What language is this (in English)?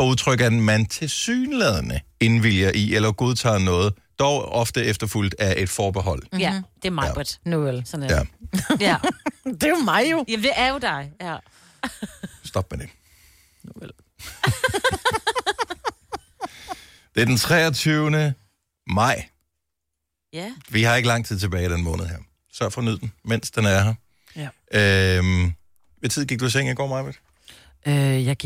Danish